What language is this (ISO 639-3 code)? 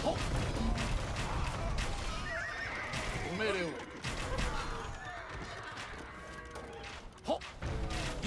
jpn